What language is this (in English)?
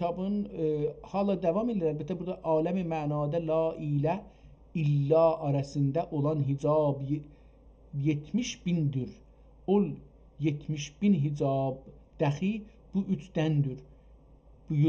South Azerbaijani